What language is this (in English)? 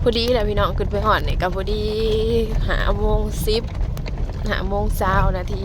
Northeastern Thai